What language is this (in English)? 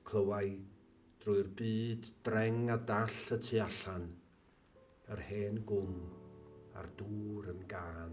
Welsh